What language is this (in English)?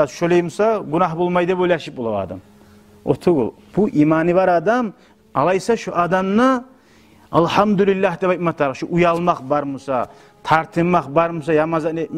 Kumyk